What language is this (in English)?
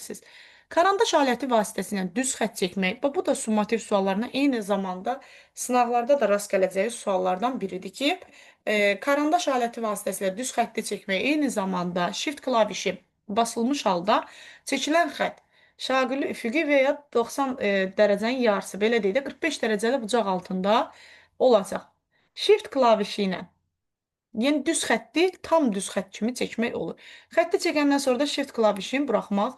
Azerbaijani